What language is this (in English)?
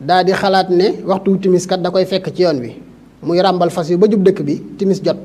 Wolof